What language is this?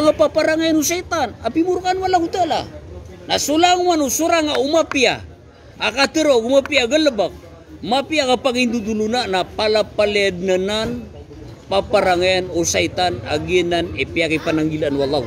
Maranao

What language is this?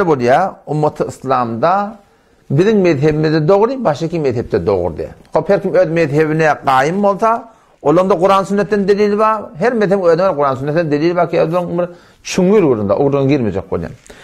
Turkmen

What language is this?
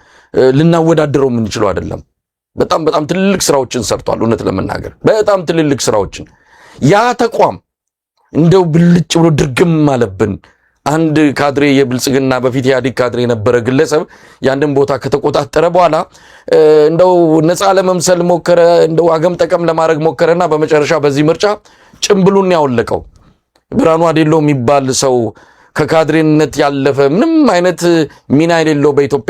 Amharic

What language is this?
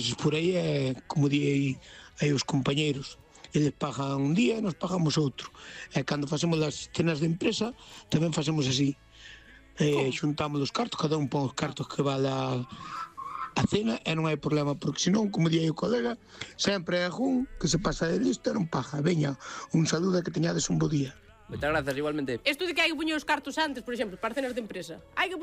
Galician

